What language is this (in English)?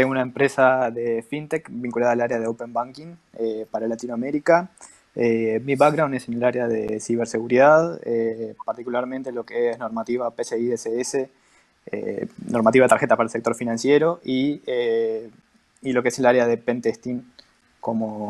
Spanish